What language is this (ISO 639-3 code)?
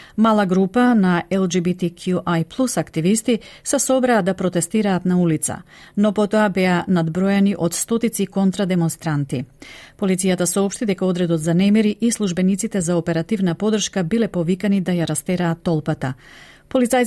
mkd